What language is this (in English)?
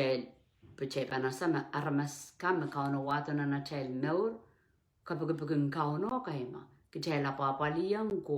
Pohnpeian